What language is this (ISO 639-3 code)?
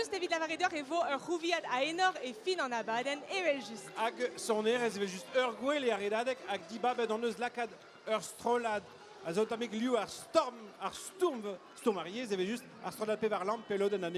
bre